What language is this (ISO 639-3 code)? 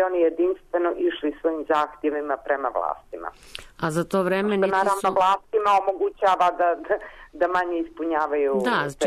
srp